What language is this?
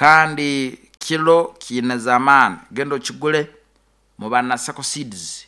Nyoro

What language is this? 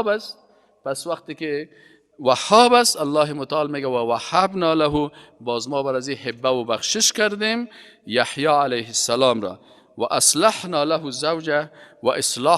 Persian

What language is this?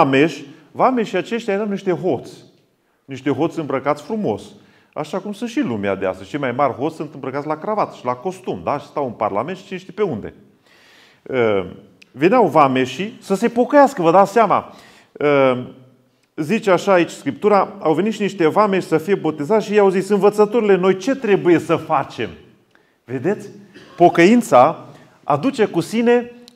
Romanian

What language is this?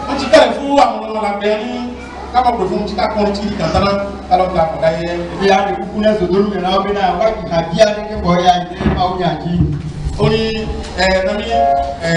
Ifè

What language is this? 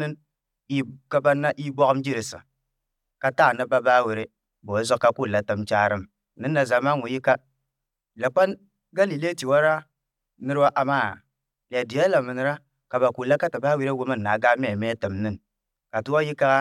Somali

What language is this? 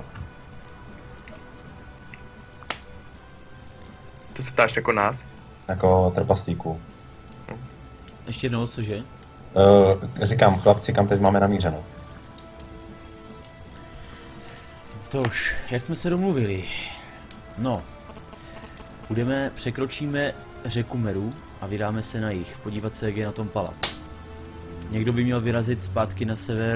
Czech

